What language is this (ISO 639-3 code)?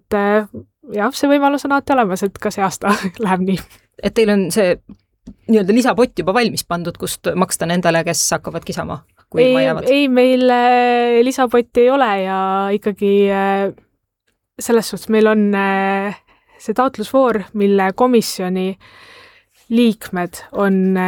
est